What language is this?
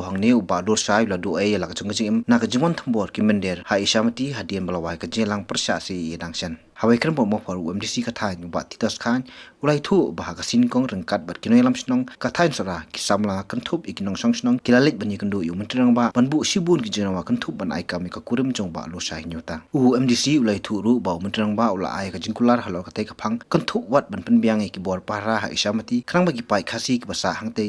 Khasi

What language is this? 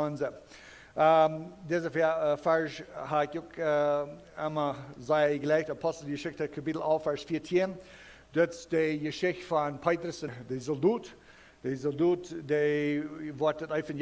Plautdietsch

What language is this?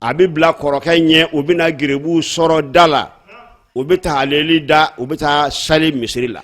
Bambara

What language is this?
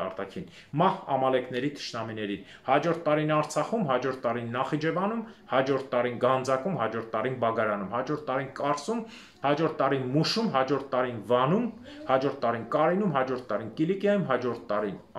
Armenian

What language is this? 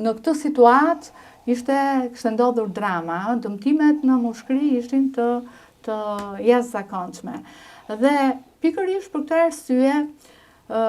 Albanian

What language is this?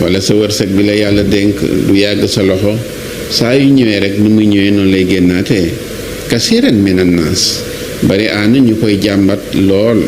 Wolof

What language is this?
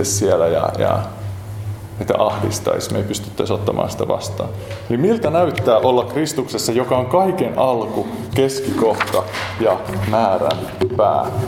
Finnish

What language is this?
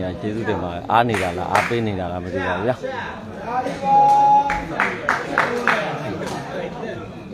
Burmese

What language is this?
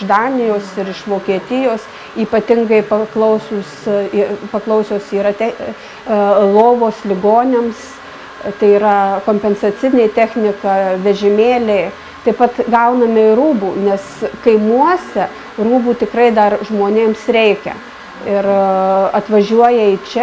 Lithuanian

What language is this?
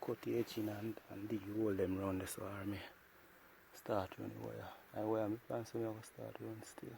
Jamaican Creole English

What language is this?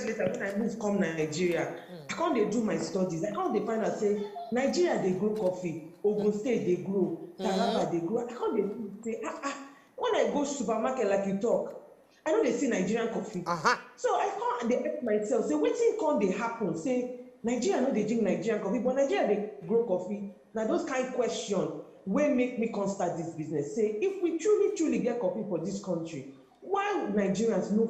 Nigerian Pidgin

